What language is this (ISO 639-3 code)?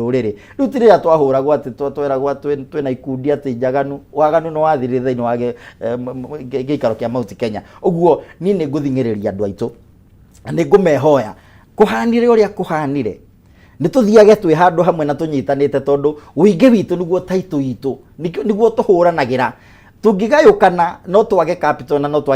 kik